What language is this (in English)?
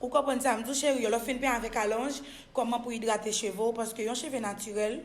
Haitian Creole